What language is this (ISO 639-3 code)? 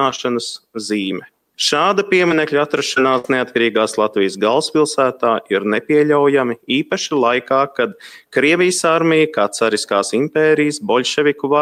lav